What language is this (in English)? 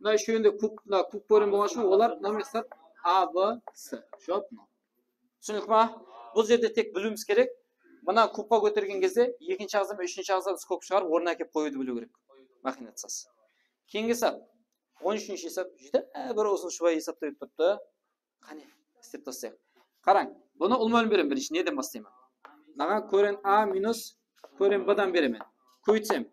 Kara-Kalpak